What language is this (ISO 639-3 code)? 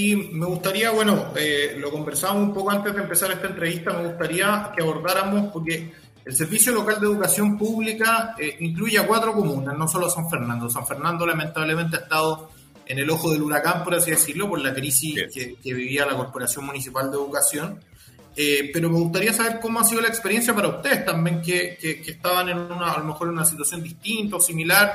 spa